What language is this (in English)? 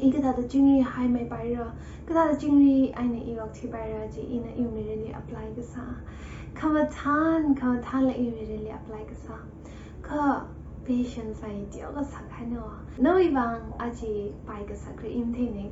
Tangkhul Naga (India)